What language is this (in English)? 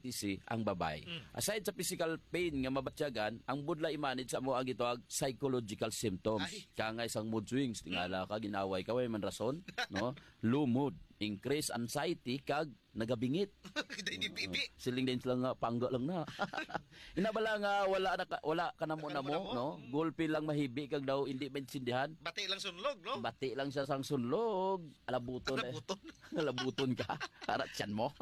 Hiligaynon